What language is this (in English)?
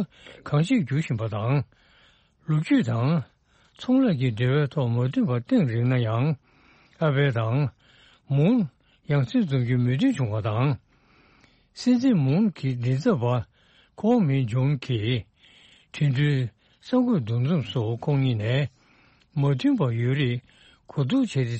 Tibetan